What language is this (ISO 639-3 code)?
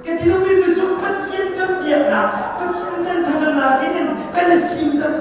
cnh